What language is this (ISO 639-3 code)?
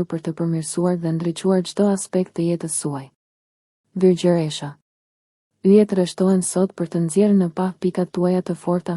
sqi